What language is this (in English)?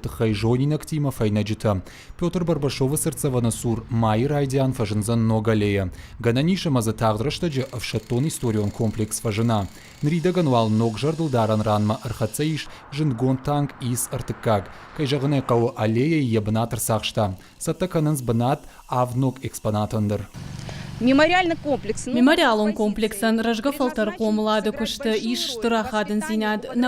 Ossetic